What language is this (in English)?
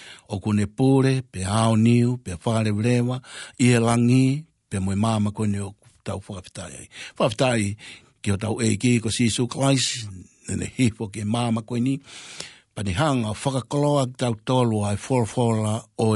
Tongan